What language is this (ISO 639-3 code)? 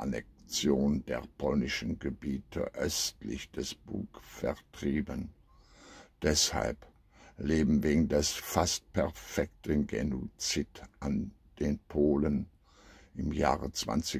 deu